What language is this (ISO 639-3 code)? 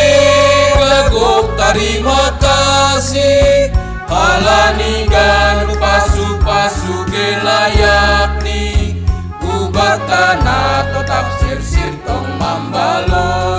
bts